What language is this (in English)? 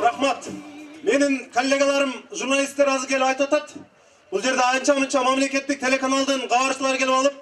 Kyrgyz